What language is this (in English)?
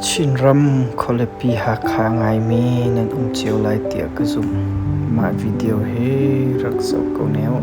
Hakha Chin